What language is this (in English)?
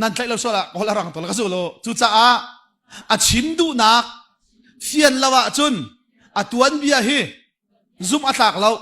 Hakha Chin